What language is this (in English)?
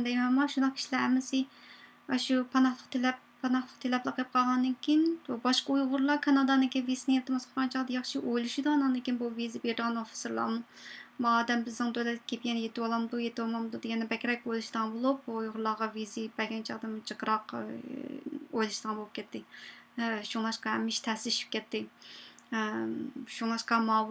Uyghur